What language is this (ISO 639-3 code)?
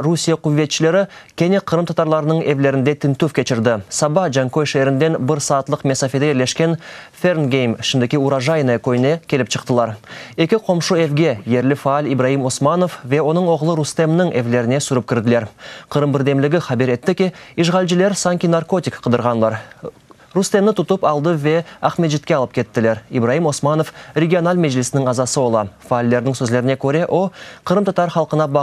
crh